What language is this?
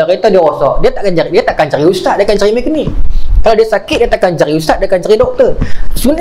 Malay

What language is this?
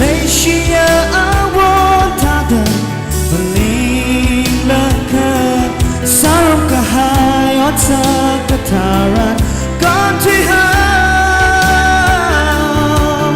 Tangkhul Naga (India)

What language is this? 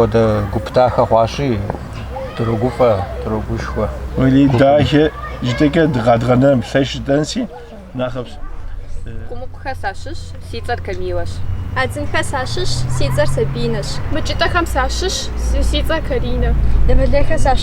Kabardian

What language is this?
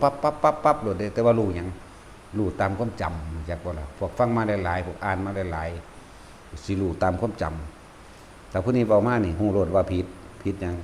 Northeastern Thai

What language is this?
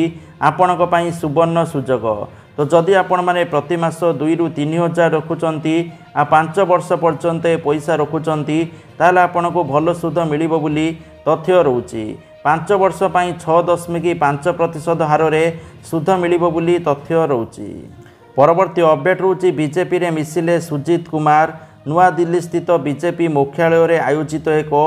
Odia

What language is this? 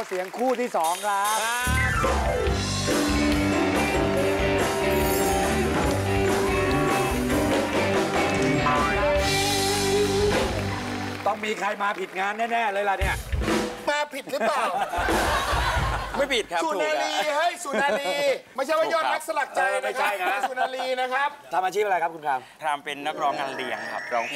Thai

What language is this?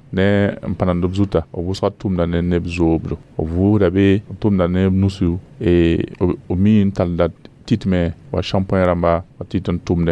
Mossi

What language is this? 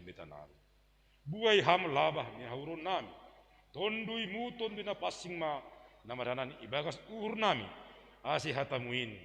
Batak Simalungun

